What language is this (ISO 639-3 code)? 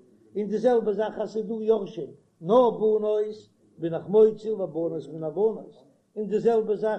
yid